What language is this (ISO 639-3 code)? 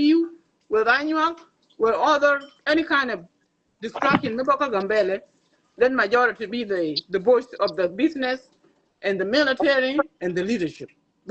nus